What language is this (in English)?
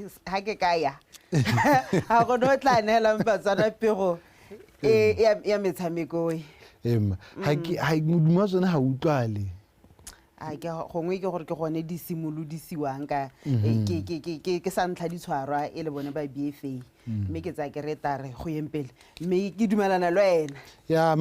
Tswana